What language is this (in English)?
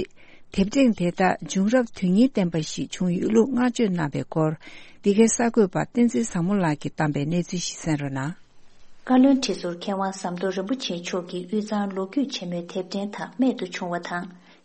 Tibetan